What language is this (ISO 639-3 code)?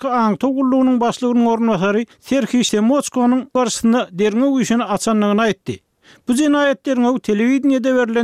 tuk